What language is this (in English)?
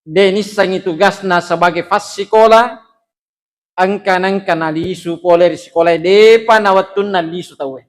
Buginese